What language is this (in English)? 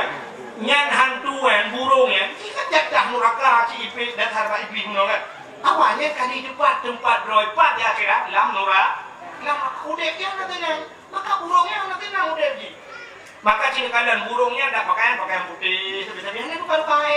Achinese